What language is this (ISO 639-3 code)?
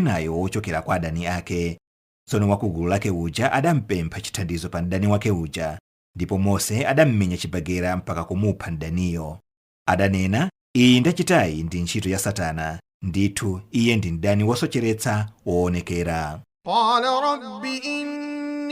nya